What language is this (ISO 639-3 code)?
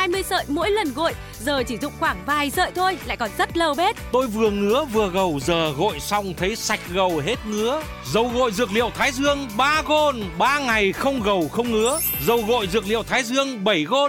vie